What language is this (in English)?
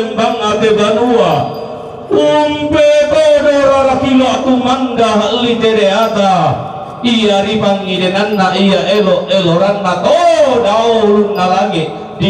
Toraja-Sa'dan